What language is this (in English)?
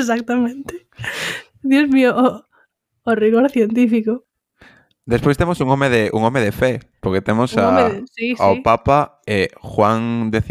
Galician